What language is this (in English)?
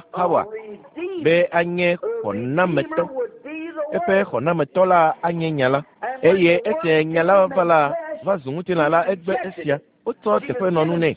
Ewe